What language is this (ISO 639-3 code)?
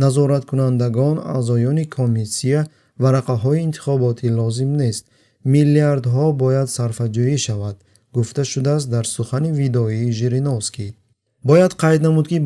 tgk